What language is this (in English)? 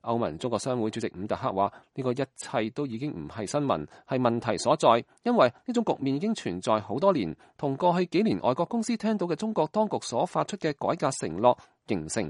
Cantonese